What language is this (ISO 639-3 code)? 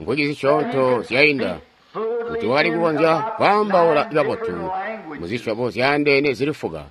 toi